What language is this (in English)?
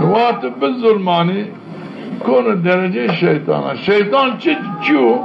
Zaza